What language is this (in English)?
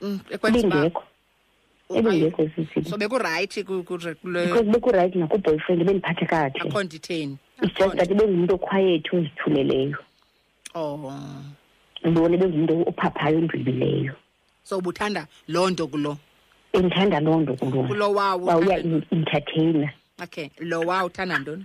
Xhosa